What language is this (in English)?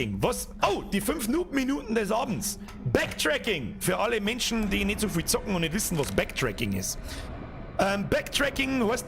Bavarian